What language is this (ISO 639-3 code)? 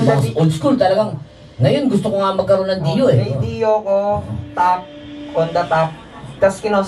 fil